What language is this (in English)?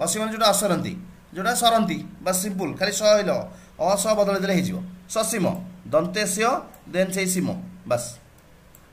Odia